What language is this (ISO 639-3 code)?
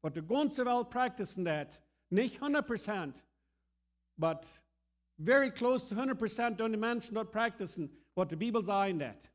pdt